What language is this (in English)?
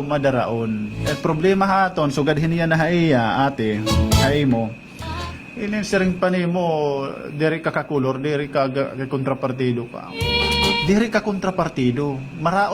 Waray